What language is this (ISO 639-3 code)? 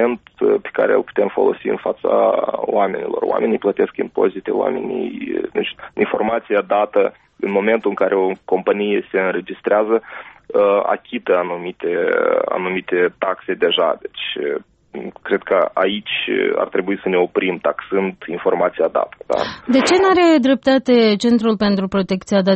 ron